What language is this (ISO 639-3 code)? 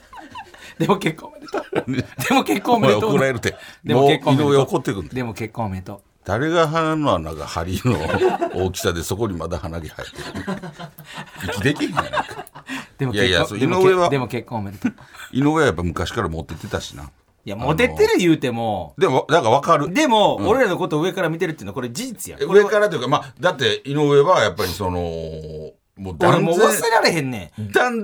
jpn